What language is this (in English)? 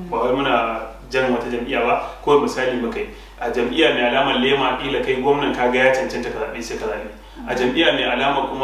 Hausa